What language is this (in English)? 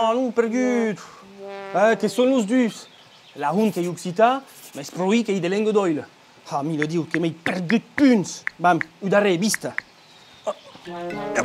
Occitan